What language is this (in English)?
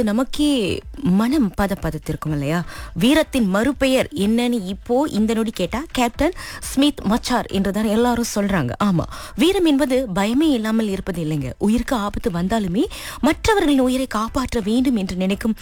Tamil